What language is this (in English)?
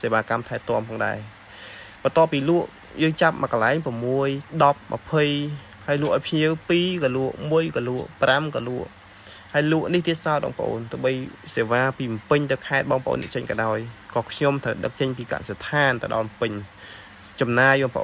Khmer